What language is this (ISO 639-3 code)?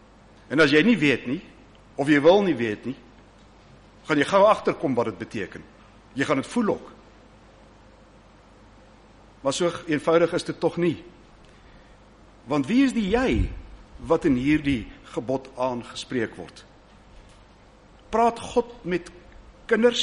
afr